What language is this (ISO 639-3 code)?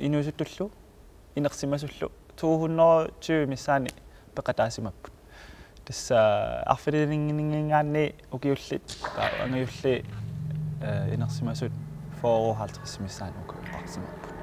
kal